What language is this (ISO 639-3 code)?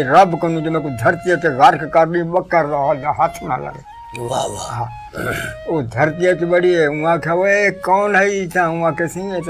skr